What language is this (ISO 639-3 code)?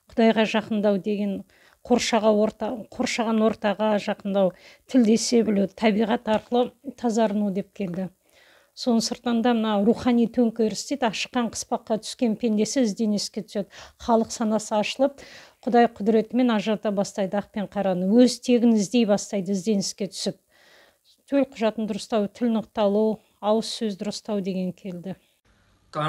kaz